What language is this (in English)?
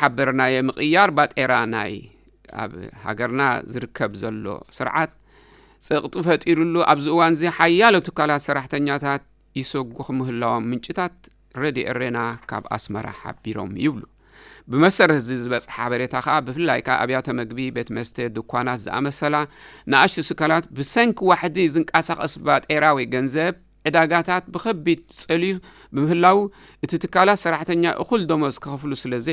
Tigrinya